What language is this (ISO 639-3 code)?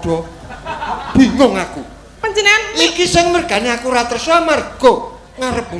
jav